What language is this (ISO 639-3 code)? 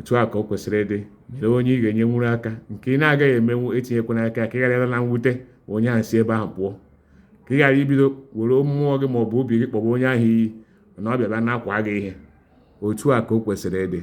ibo